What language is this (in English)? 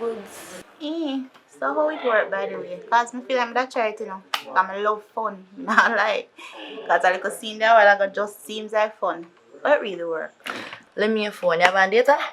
Jamaican Creole English